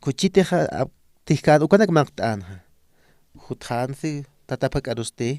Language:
Aymara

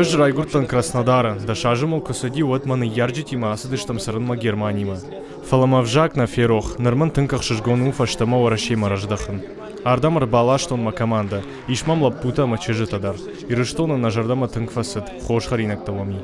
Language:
Ossetic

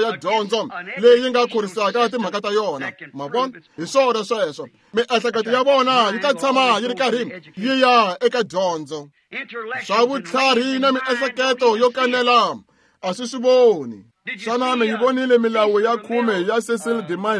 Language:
Tsonga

